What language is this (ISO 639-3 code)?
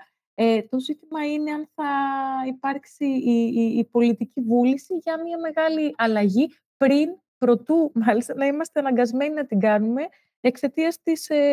ell